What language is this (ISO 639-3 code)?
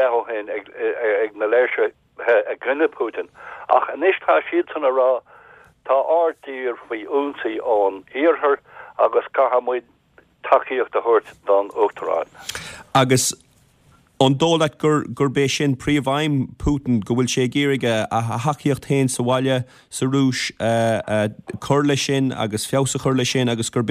gle